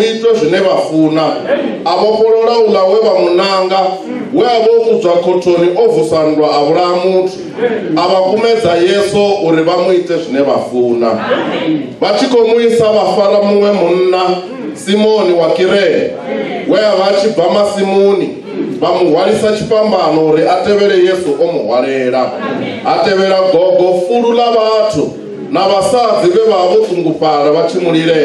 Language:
Venda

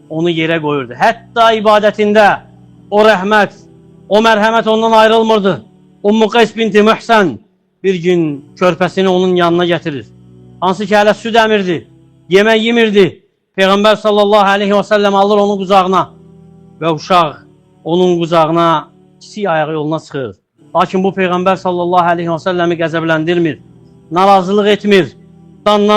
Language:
Azerbaijani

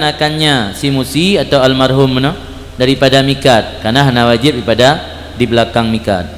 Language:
Achinese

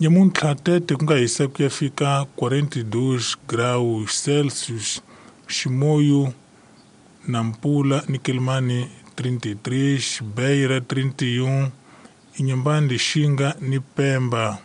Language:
Tsonga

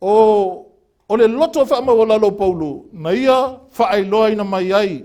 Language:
Samoan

